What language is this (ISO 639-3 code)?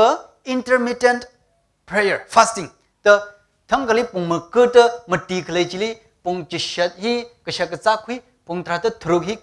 nmf